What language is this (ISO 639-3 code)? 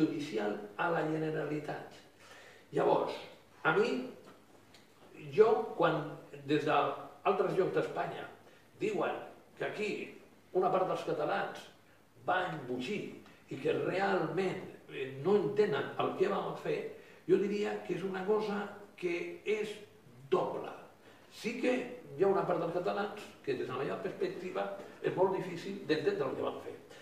cat